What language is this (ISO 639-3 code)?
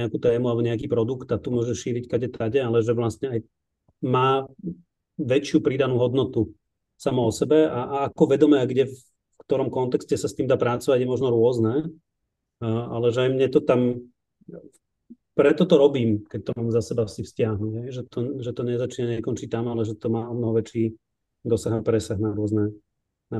slk